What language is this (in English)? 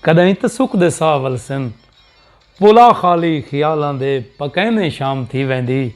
Saraiki